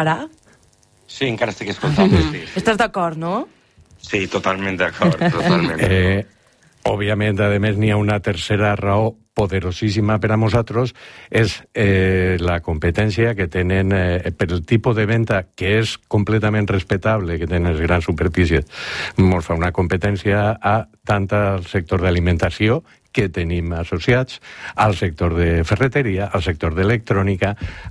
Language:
Catalan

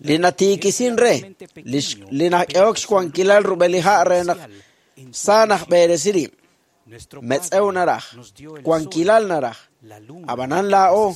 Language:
Kekchí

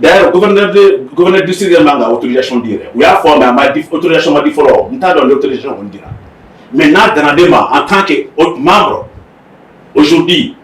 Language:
Bambara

